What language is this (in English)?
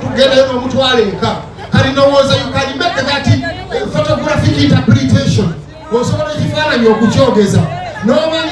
Ganda